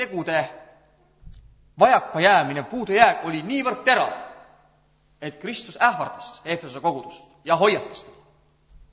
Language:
Estonian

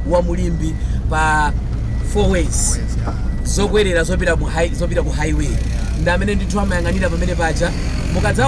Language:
Nyanja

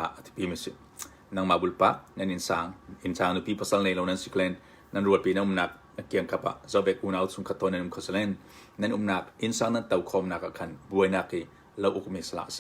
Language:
Hakha Chin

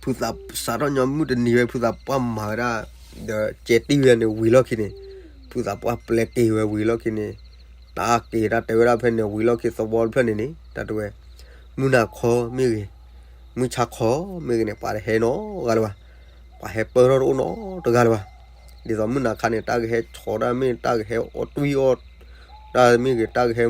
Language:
S'gaw Karen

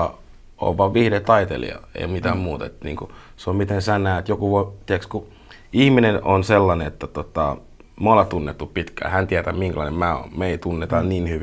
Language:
Finnish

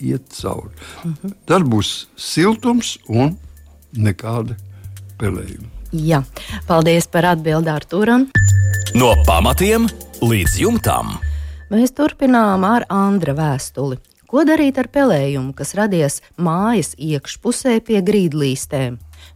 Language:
Latvian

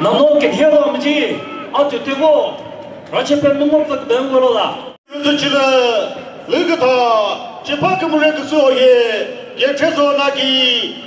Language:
Chokri Naga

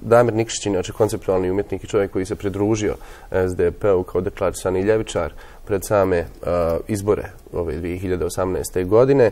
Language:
Bosnian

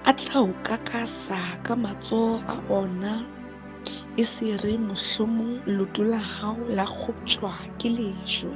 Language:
Southern Sotho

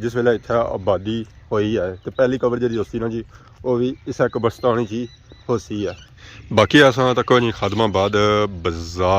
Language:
Pahari-Potwari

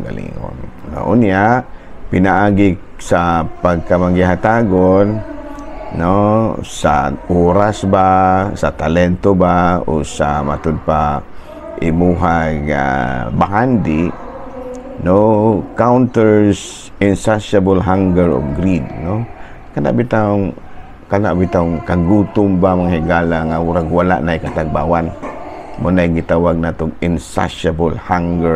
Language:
Cebuano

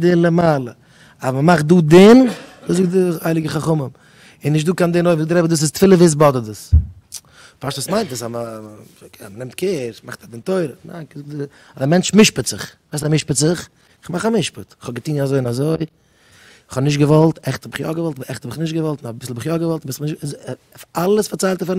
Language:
Yiddish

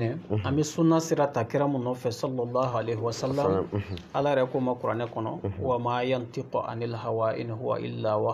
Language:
Bambara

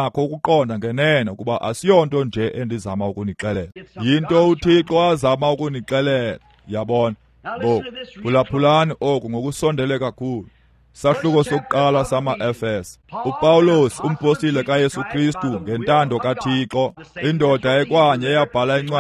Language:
Xhosa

